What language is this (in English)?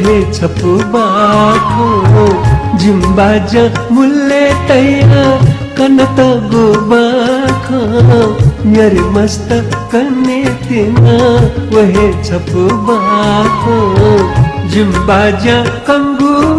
Newari